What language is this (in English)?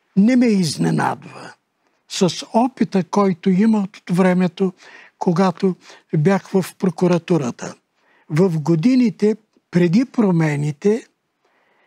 Bulgarian